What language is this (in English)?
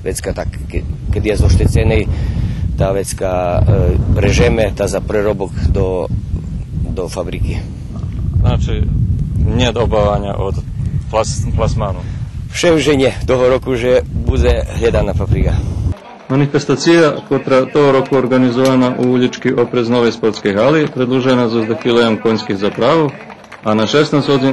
Rusyn